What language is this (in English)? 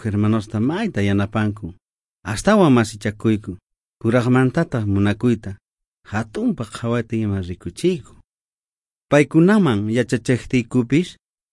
South Bolivian Quechua